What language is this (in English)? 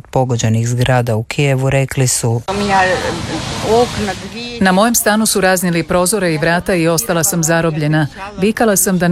Croatian